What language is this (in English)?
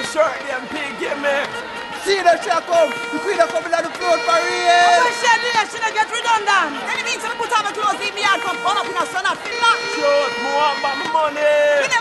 Jamaican Creole English